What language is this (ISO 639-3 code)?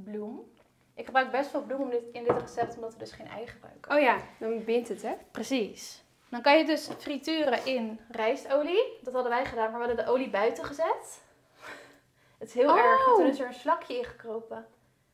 nld